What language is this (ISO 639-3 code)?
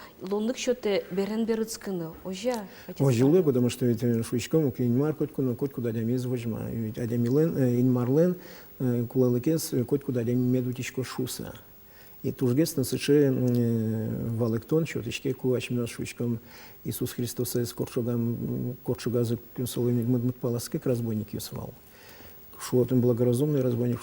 udm